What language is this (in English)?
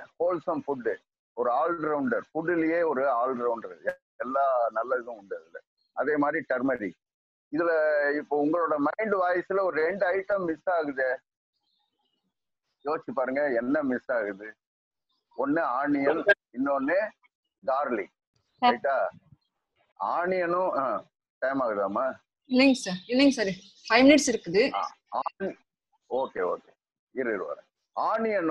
Tamil